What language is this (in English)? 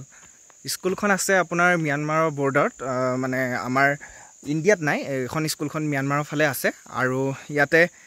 Assamese